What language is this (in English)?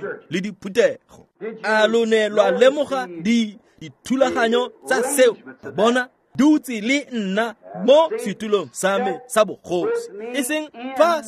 Tswana